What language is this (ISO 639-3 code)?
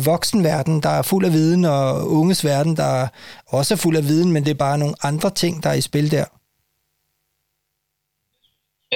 dan